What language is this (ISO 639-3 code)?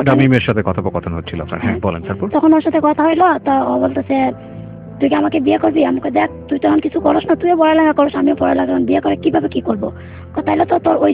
ben